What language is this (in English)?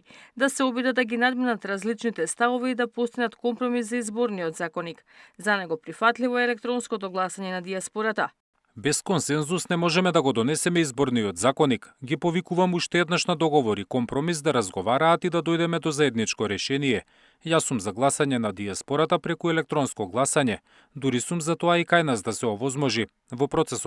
Macedonian